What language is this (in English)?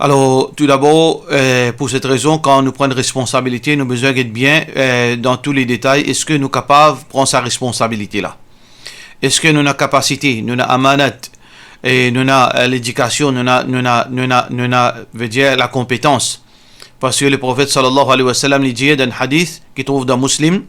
Morisyen